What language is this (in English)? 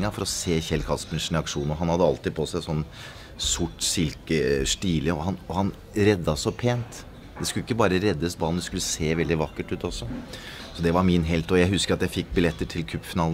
Norwegian